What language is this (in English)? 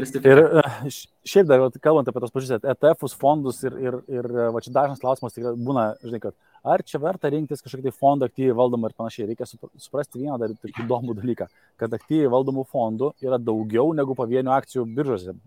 Lithuanian